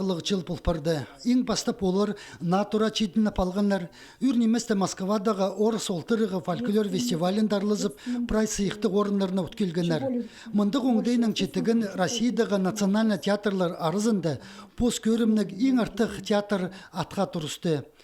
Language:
Khakas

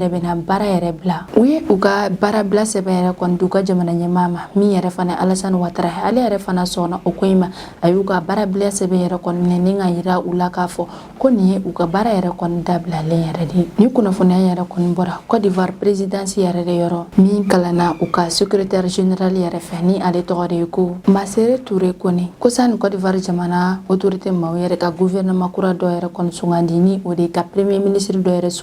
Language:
Bambara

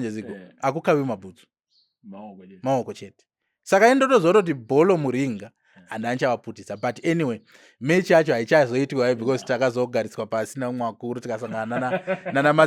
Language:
Shona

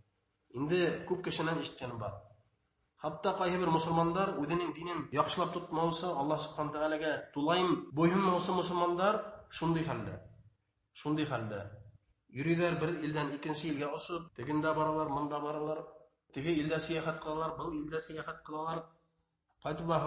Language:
Bashkir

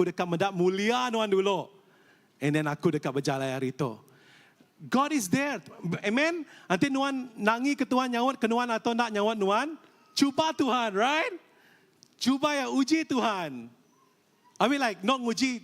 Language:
Iban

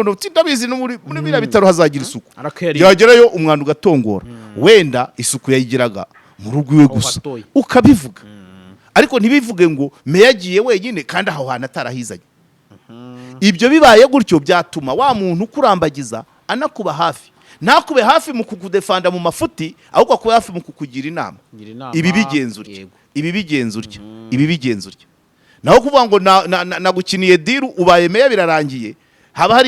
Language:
Kinyarwanda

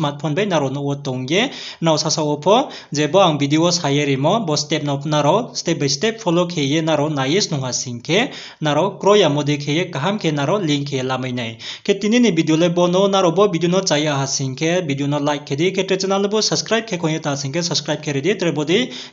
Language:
Riang (India)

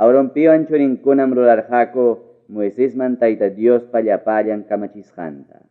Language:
Ayacucho Quechua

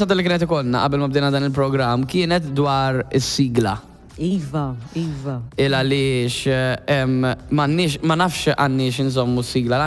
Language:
Maltese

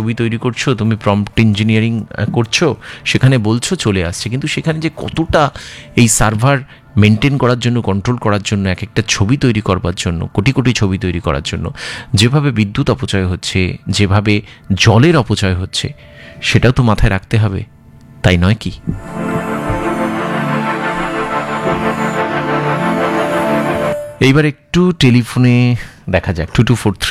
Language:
Bangla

